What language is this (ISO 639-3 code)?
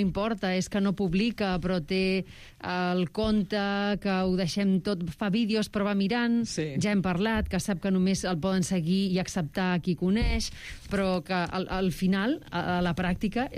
cat